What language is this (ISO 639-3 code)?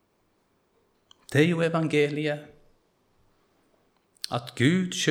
nor